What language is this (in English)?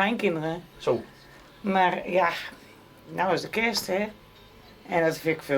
Western Frisian